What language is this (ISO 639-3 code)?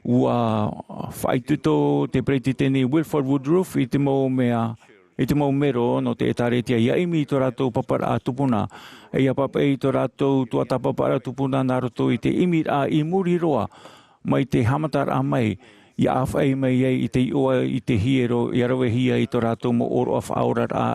tah